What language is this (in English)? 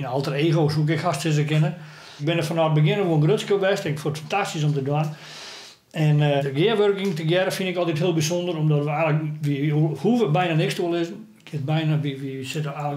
Western Frisian